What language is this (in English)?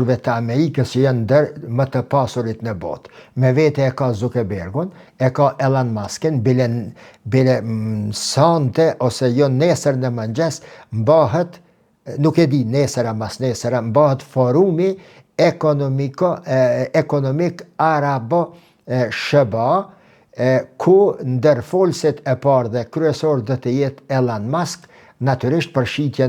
Albanian